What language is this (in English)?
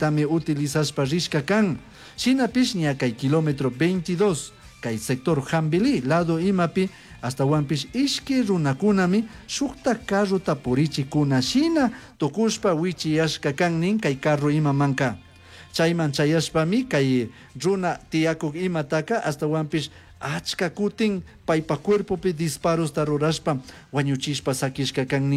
Chimborazo Highland Quichua